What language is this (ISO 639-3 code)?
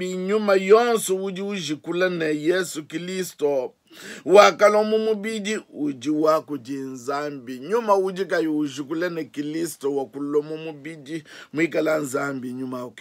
lua